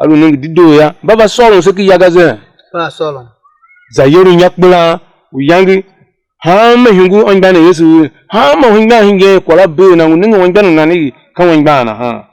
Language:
Tiv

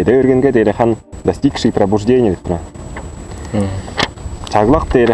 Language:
Tuvinian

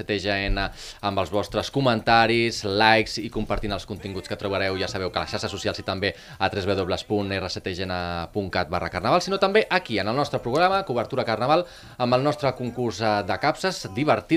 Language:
Catalan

